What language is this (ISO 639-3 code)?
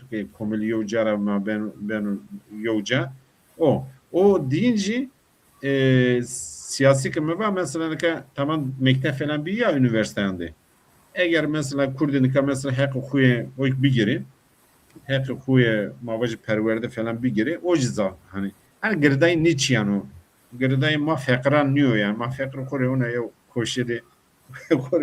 zza